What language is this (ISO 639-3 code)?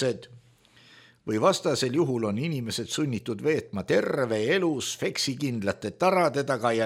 est